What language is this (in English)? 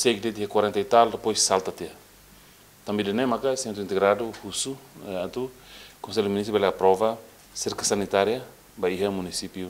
Tetum